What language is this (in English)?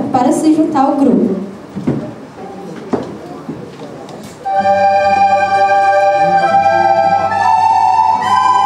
Portuguese